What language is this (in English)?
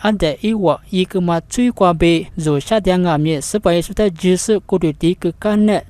Lisu